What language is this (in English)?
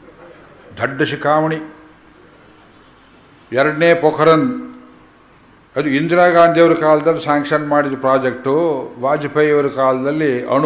Kannada